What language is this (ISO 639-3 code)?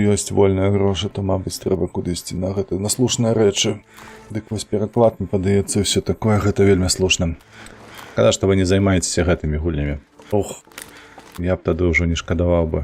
bel